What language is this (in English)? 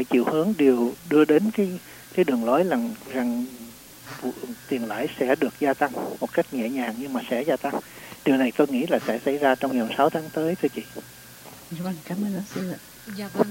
Vietnamese